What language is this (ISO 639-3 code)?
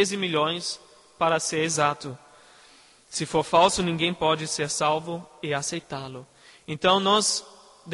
por